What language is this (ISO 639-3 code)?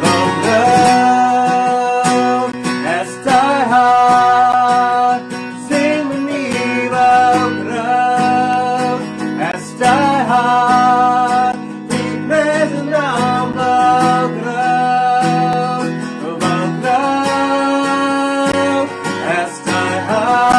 pdt